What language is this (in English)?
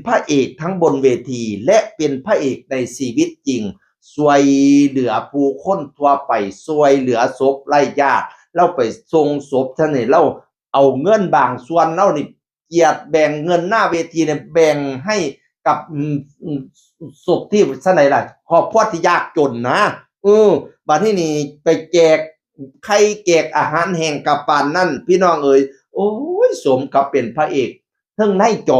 Northeastern Thai